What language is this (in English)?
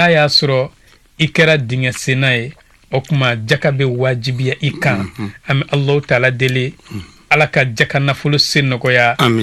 Bambara